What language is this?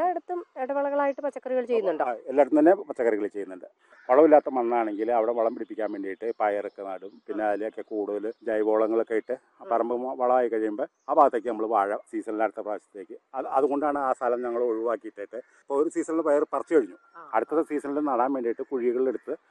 Malayalam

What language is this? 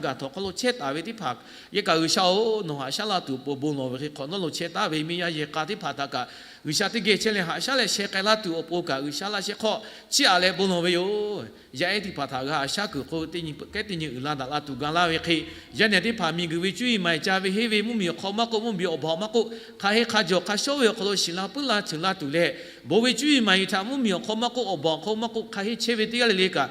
Lahu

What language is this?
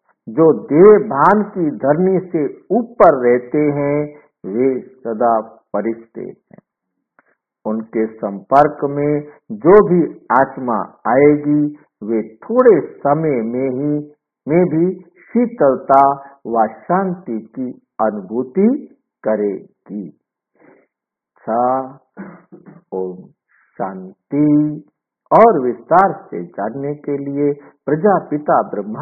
Hindi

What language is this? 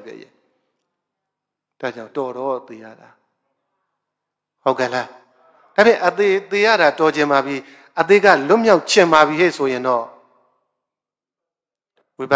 Burmese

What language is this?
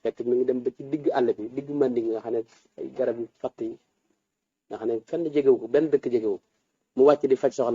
Wolof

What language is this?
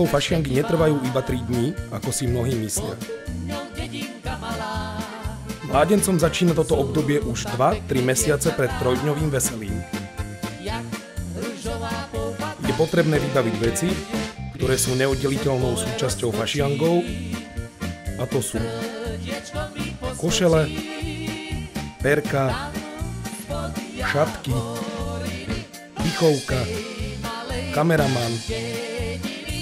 Slovak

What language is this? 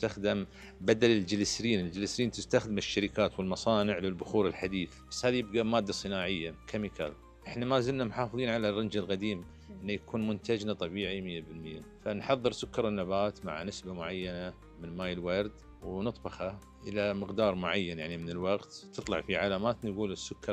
Najdi Arabic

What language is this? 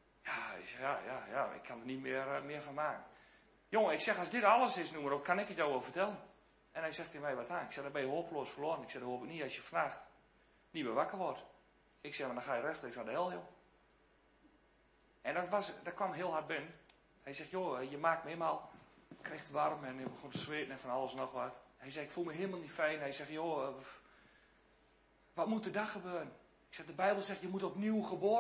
Dutch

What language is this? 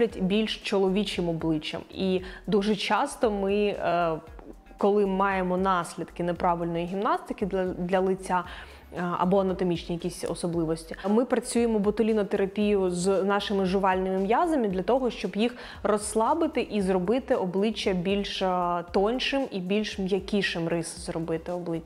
Ukrainian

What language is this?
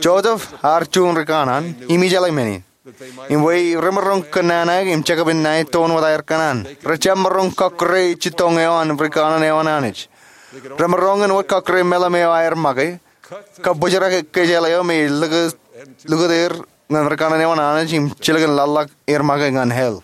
Marshallese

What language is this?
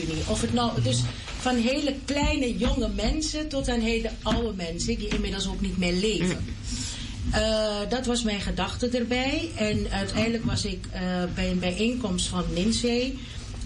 Dutch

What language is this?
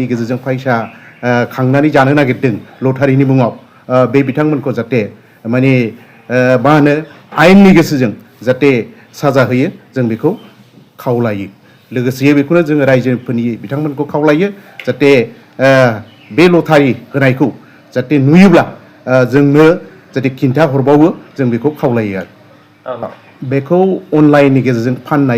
Bodo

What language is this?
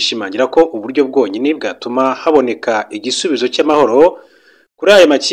Kinyarwanda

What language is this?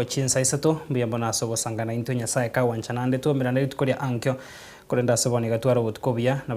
Gusii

